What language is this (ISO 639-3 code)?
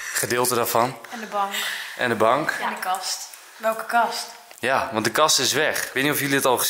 nld